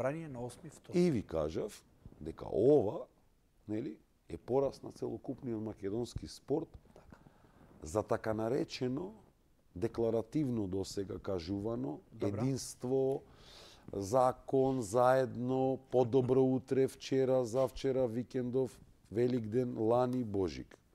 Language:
Macedonian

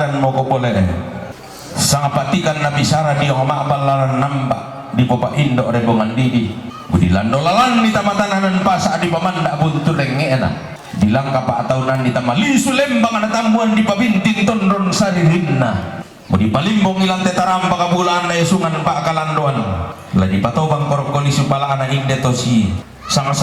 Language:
Toraja-Sa'dan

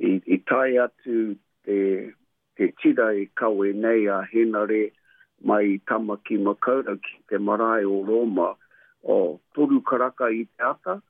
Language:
Māori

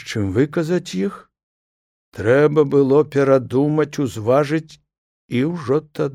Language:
Belarusian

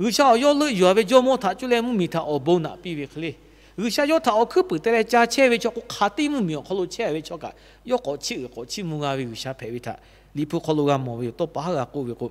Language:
Lahu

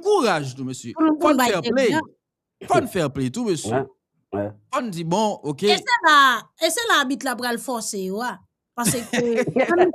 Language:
Haitian Creole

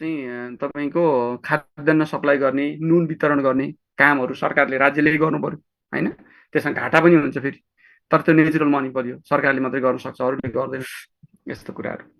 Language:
Nepali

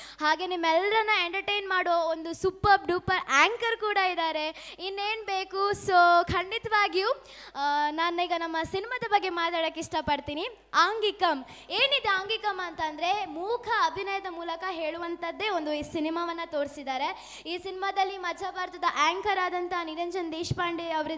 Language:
Kannada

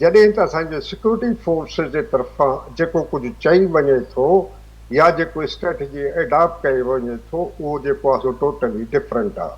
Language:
Sindhi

